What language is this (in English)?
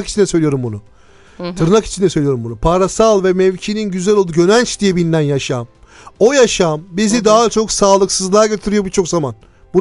Turkish